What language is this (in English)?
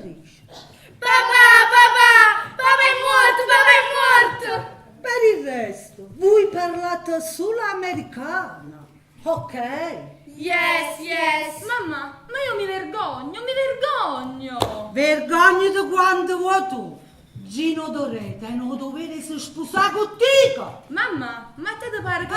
Neapolitan